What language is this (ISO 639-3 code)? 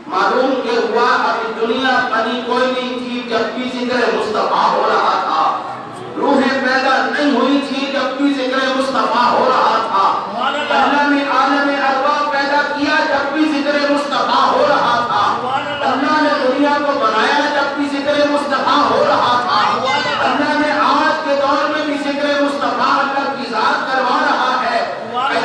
urd